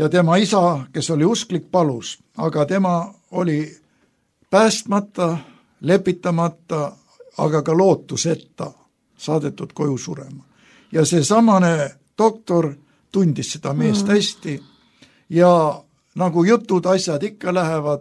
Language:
Estonian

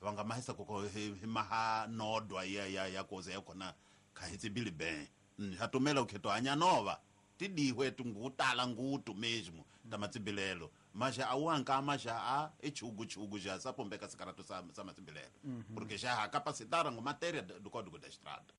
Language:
Tsonga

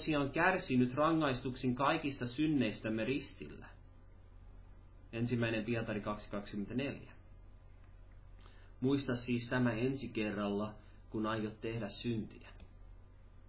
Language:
Finnish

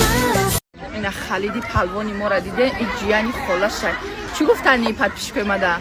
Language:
Tajik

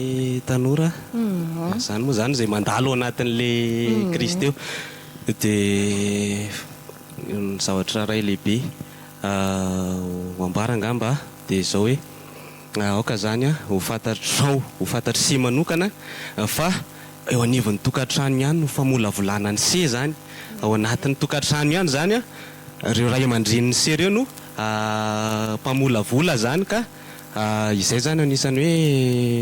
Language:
Malagasy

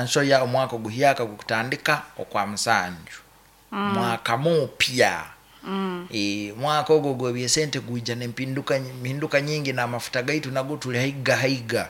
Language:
Nyoro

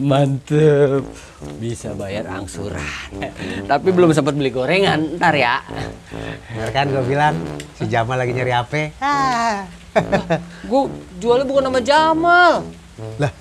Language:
Betawi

